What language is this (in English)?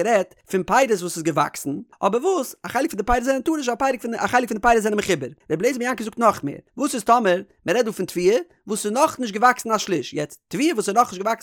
Yiddish